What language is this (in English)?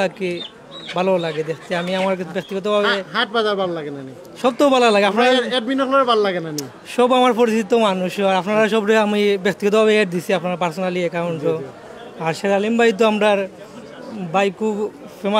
Sylheti